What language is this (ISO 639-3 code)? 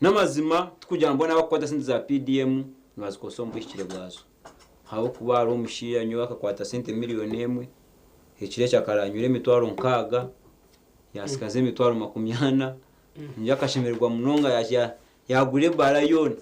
nyn